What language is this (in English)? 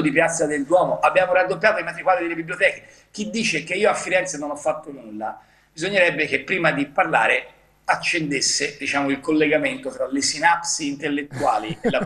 Italian